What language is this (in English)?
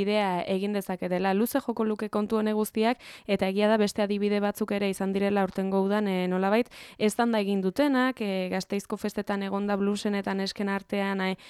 Basque